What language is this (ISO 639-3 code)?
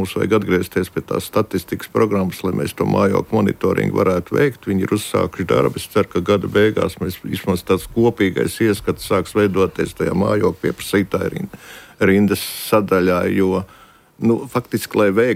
lav